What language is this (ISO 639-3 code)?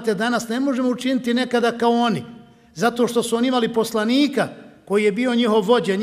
bos